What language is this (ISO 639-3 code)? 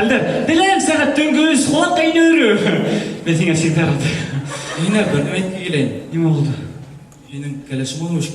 bak